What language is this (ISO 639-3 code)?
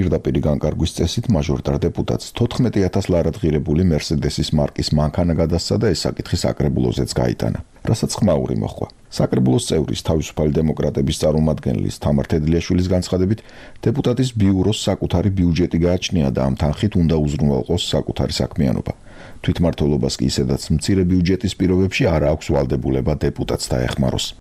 kat